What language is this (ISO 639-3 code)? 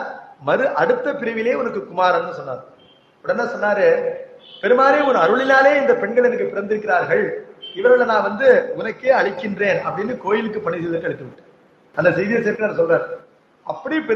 tam